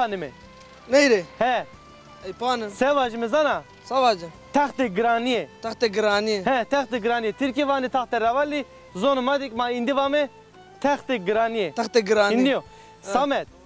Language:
Zaza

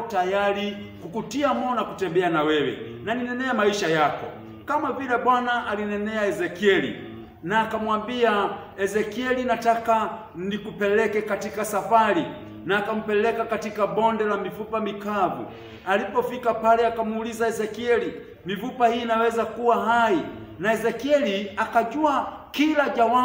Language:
Swahili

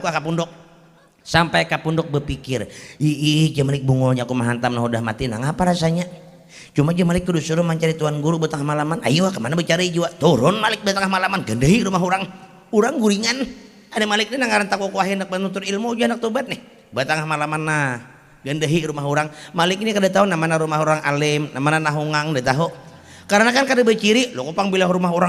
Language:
Banjar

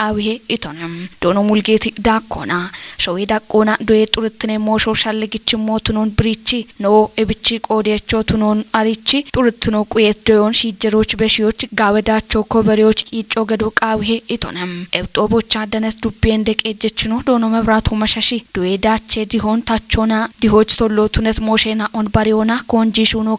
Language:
Kafa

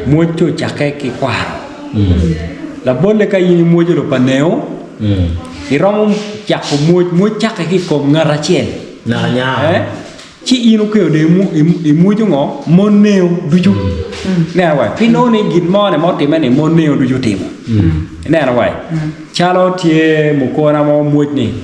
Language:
Acoli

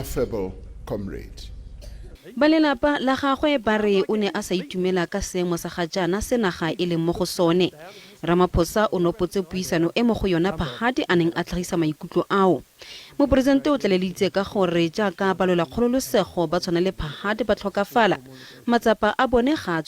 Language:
Tswana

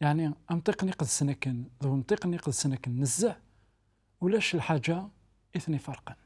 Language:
Kabyle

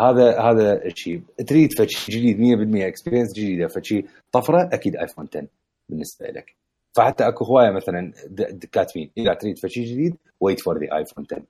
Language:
Mesopotamian Arabic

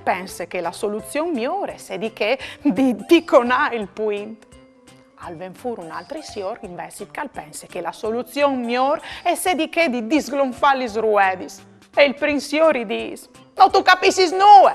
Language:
Friulian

